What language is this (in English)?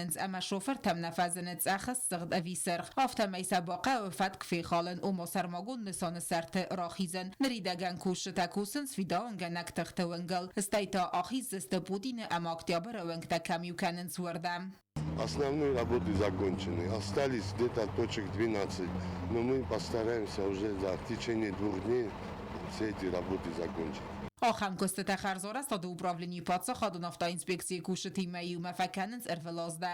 Ossetic